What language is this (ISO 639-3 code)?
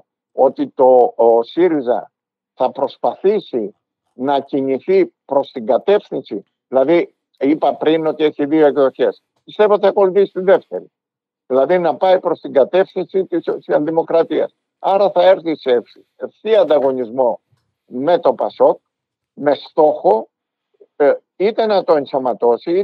ell